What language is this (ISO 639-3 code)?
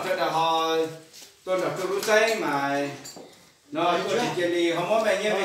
hmn